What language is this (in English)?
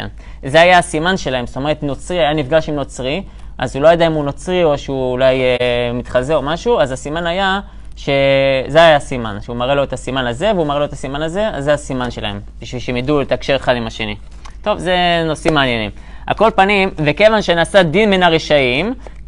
Hebrew